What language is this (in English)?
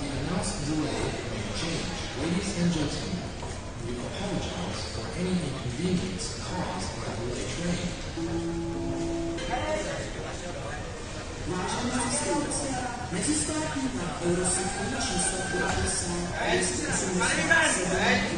Czech